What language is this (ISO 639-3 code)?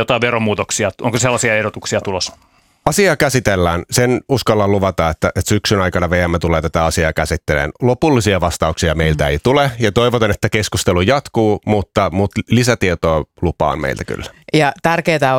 fin